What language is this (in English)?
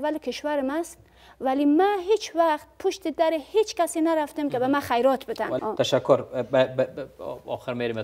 Persian